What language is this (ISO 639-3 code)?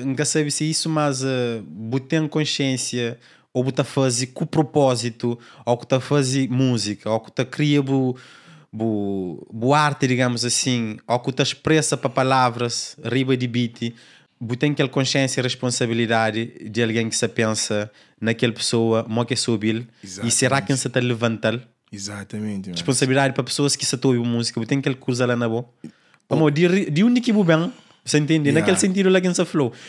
kea